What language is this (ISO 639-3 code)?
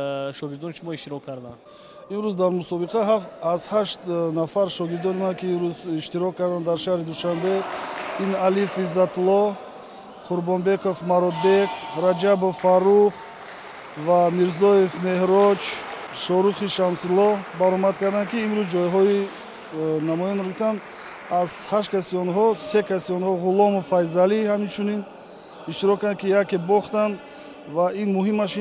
tgk